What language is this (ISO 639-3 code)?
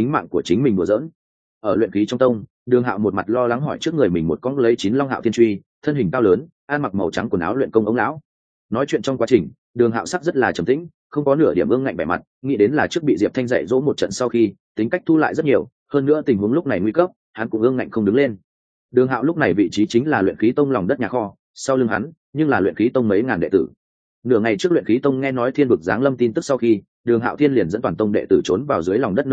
vie